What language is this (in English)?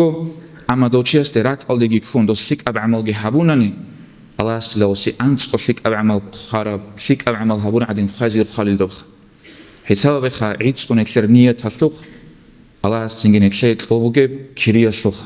Avaric